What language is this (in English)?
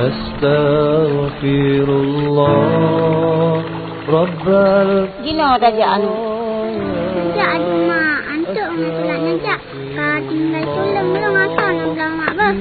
Achinese